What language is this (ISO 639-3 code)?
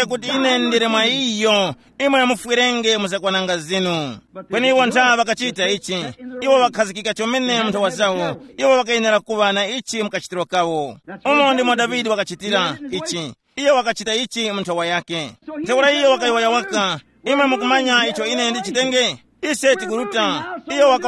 tum